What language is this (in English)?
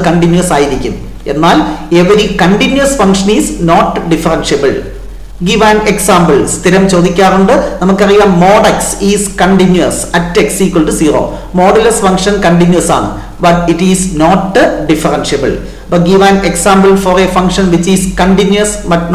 Malayalam